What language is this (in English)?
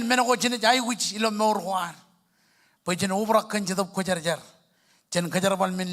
Marshallese